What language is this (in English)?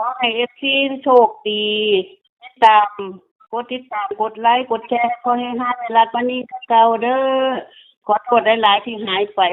Northeastern Thai